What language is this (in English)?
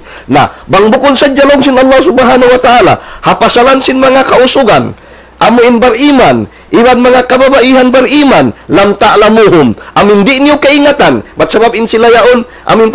Tausug